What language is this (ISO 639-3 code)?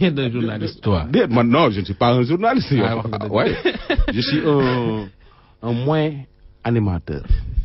wol